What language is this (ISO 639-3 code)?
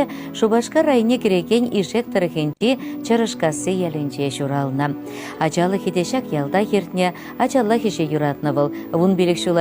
chv